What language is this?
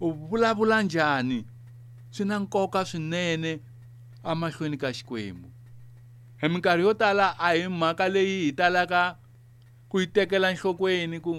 Tsonga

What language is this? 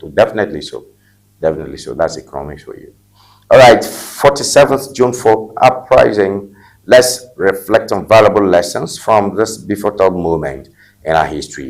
Ewe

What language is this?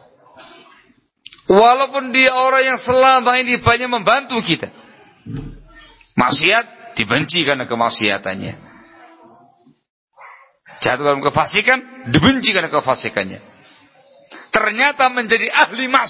Indonesian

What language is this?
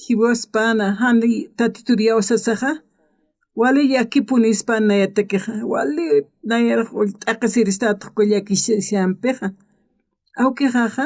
Aymara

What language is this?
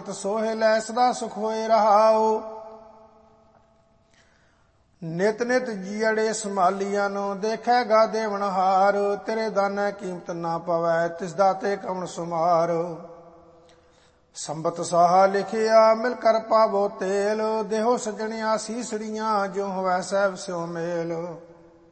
Punjabi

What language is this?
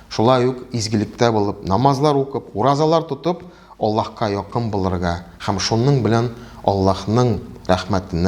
Tatar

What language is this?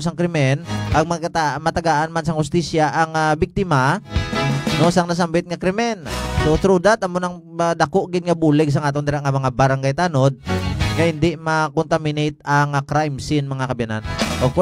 Hiligaynon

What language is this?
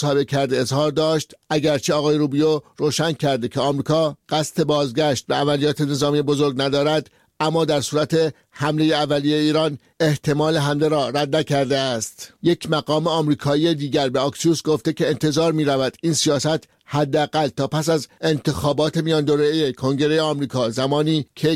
Persian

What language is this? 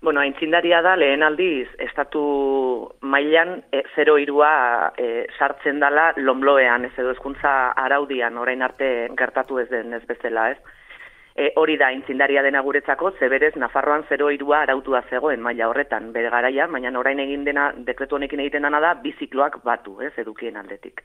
Basque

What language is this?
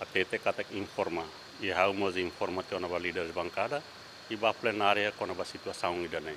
Tetum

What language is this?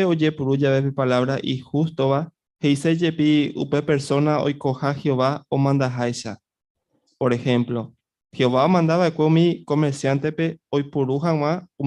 Guarani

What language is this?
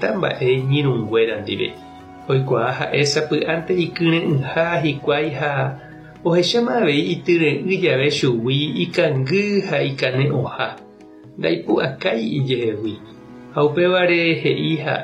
Guarani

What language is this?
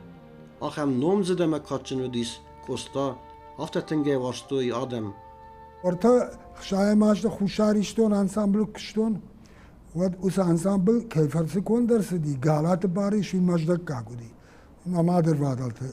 Ossetic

